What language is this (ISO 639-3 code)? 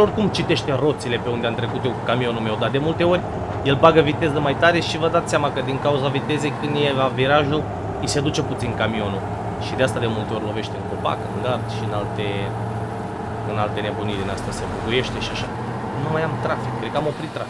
ron